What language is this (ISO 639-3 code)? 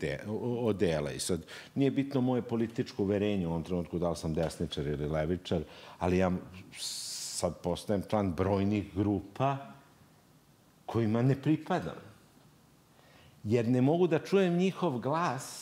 srp